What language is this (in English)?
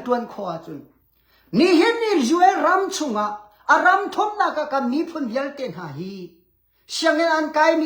Hakha Chin